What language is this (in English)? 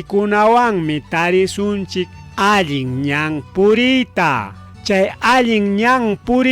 Ayacucho Quechua